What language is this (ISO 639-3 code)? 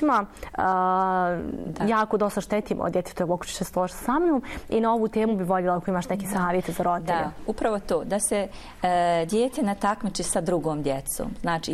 bos